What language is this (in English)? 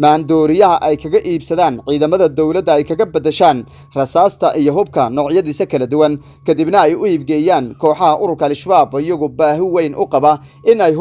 Somali